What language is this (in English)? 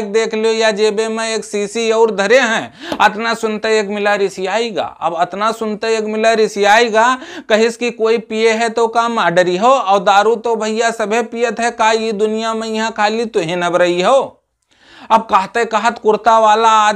Awadhi